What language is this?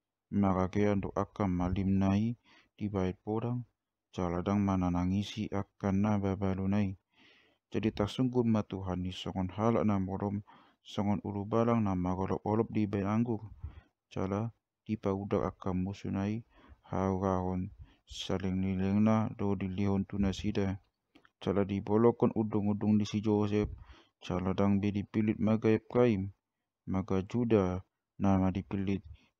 Batak Toba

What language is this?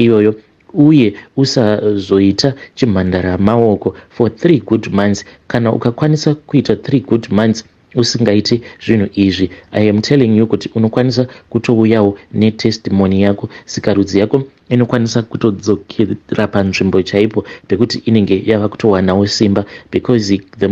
Shona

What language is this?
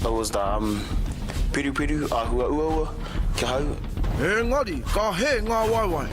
Māori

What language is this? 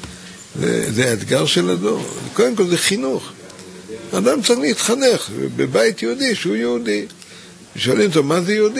Hebrew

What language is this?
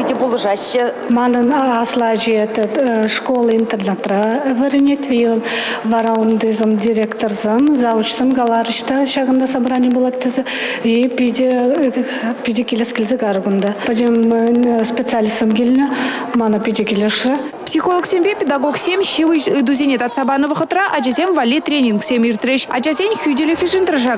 Chuvash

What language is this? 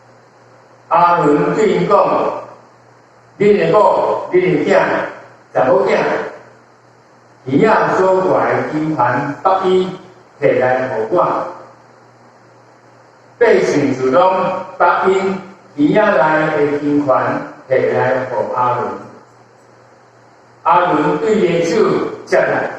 Min Nan Chinese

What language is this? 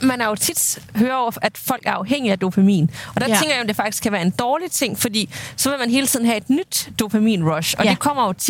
Danish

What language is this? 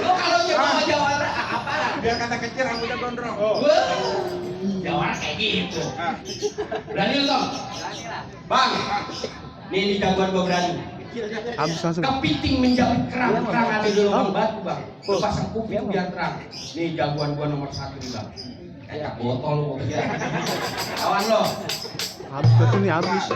Betawi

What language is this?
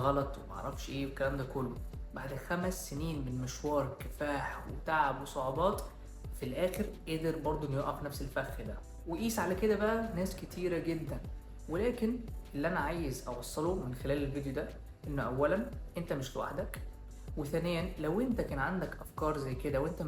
Egyptian Arabic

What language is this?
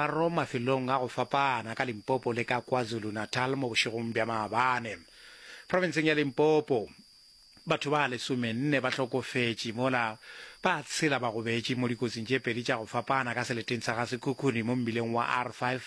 Northern Sotho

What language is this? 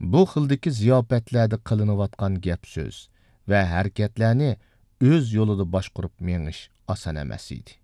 Uyghur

